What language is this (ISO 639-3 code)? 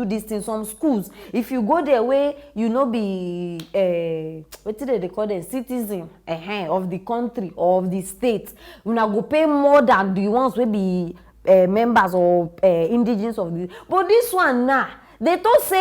pcm